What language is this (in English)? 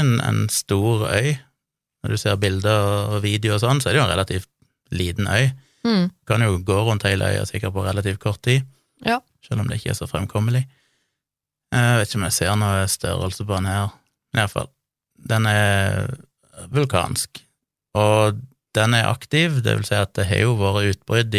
Norwegian